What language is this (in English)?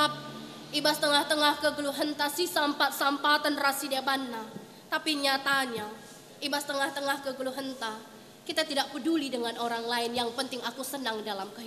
Batak Karo